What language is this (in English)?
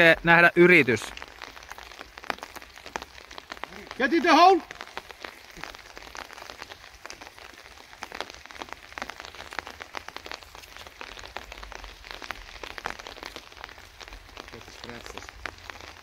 Finnish